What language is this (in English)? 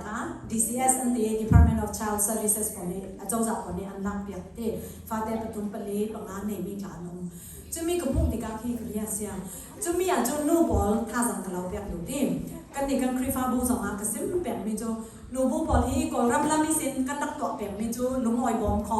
Hakha Chin